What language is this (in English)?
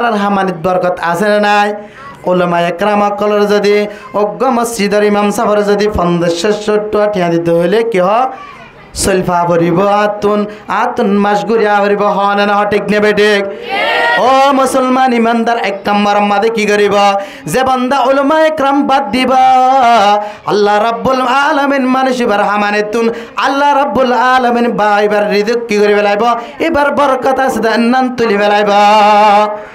Rohingya